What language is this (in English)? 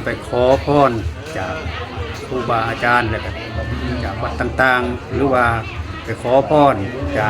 Lao